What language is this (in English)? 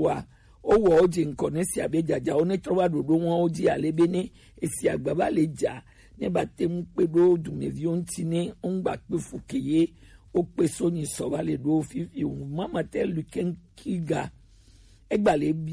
Gen